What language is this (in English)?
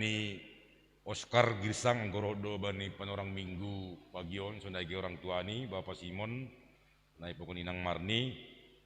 Batak Simalungun